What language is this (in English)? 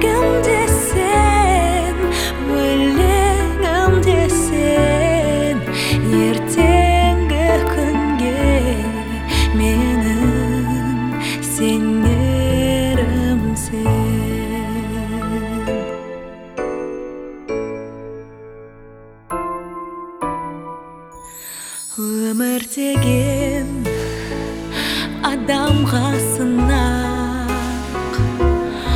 Kazakh